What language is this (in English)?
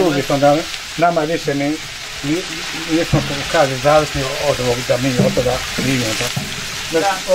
Bosnian